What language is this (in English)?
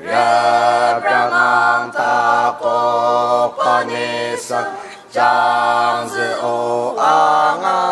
Ao Naga